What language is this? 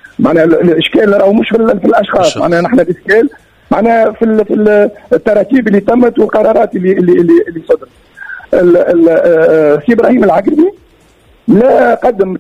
Tunisian Arabic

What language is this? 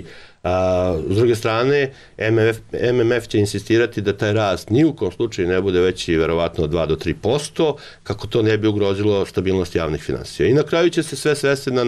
Serbian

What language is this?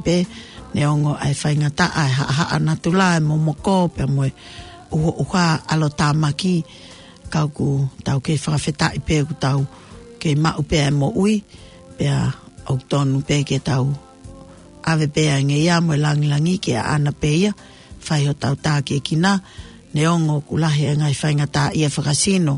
Tongan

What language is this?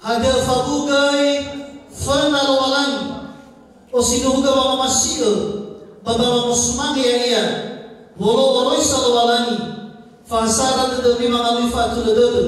Nias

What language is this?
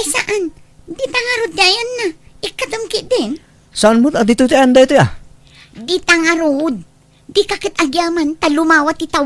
Iloko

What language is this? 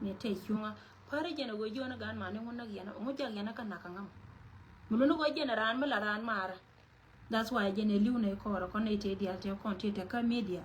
Nuer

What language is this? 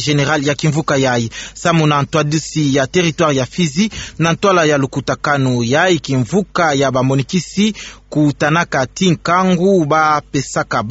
Kituba (Democratic Republic of Congo)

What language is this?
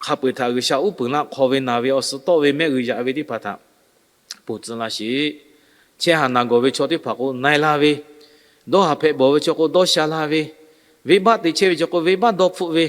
Lahu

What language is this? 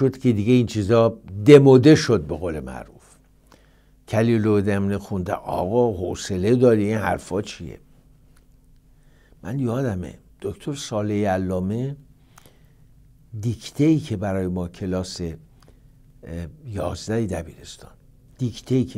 Persian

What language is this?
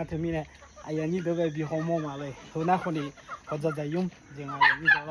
Akha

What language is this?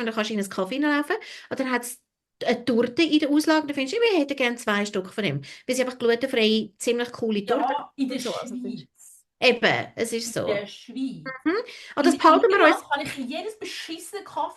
Swiss German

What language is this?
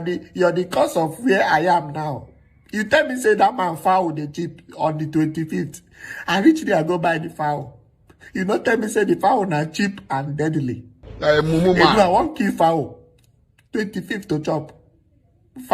Nigerian Pidgin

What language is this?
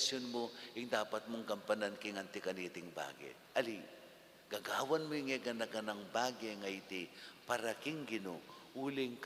Pampanga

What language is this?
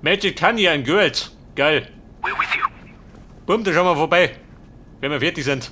Bavarian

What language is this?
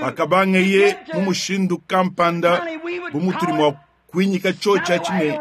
Luba-Lulua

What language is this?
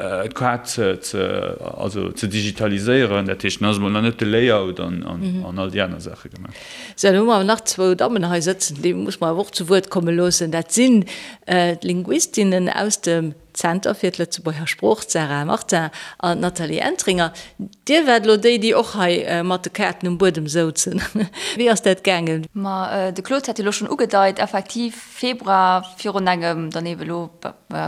Luxembourgish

